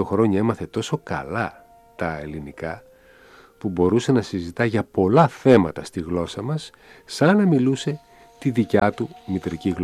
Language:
Greek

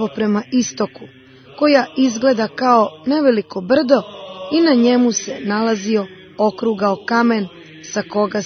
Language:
Serbian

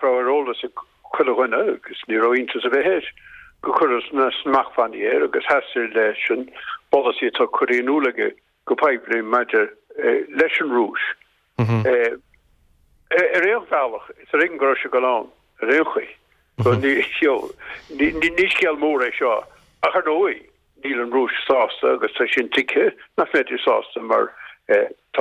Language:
Irish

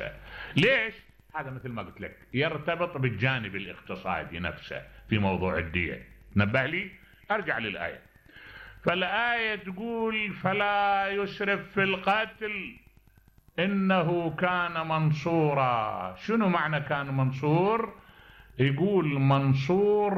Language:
Mesopotamian Arabic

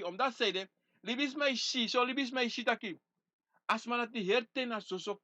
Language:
Sranan Tongo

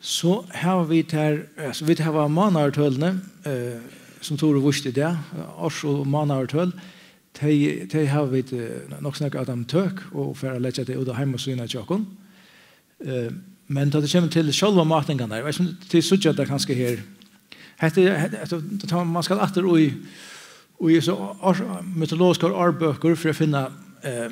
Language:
Faroese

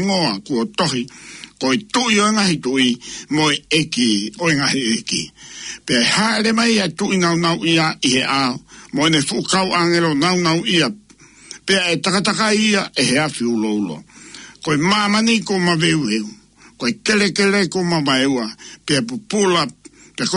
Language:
Tongan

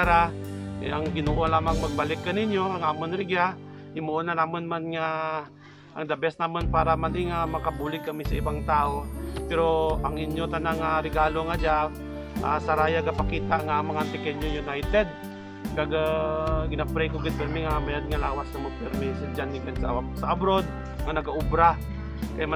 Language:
Kinaray-a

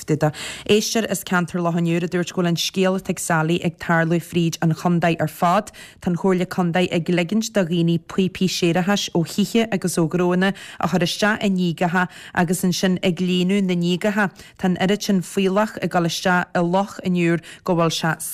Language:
Irish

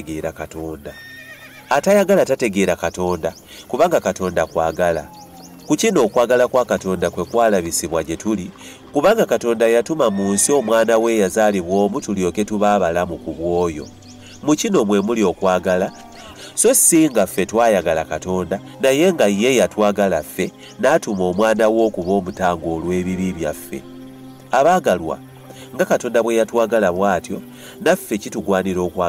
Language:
Ganda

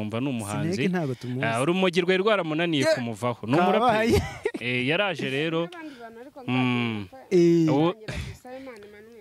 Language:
Kinyarwanda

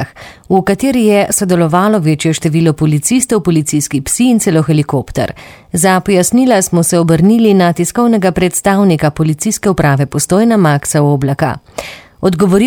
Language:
Slovenian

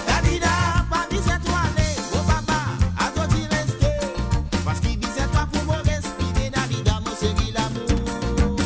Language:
Morisyen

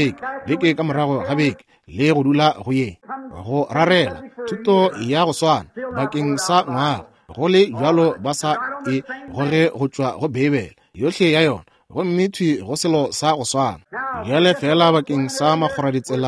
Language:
Northern Sotho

